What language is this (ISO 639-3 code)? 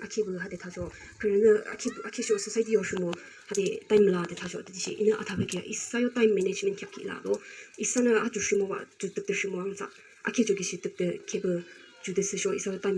yim